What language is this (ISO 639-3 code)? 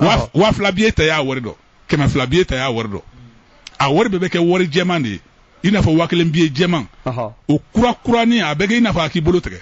bam